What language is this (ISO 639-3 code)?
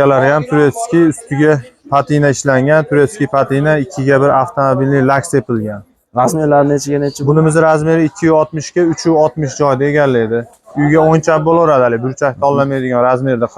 uzb